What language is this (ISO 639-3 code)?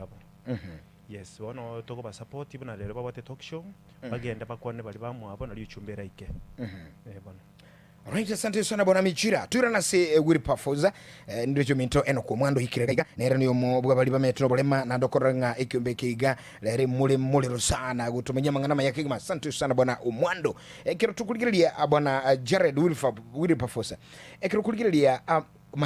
guz